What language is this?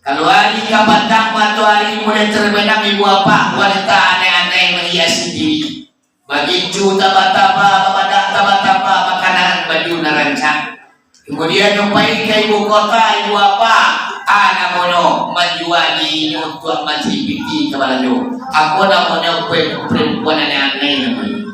Minangkabau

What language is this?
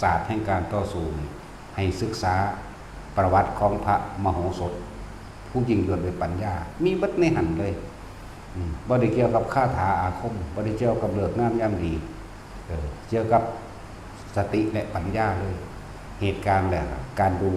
Northeastern Thai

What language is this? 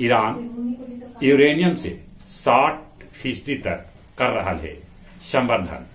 Magahi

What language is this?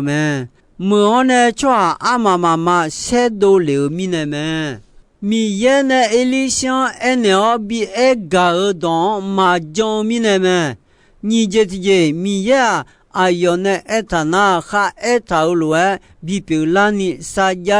Akha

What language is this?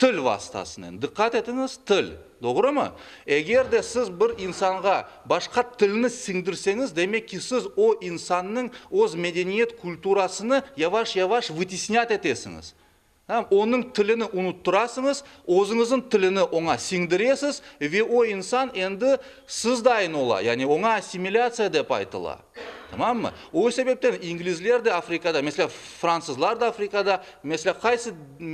Crimean Tatar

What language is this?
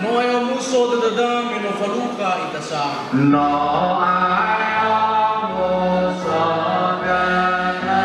Nias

